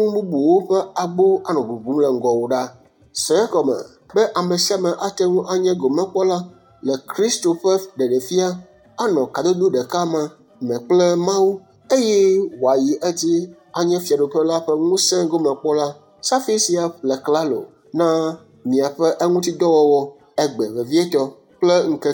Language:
Ewe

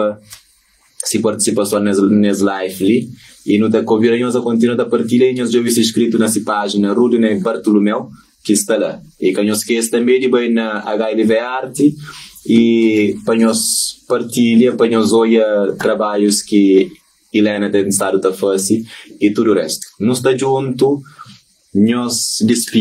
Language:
Kabuverdianu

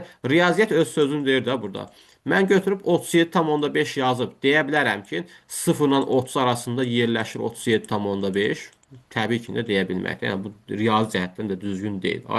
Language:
Azerbaijani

